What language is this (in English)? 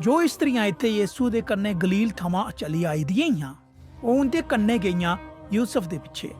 Dogri